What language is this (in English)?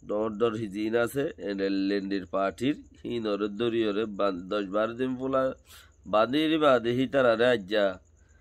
Rohingya